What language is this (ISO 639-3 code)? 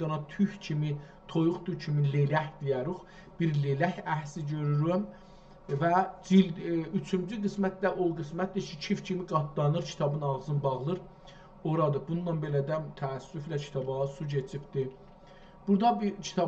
azb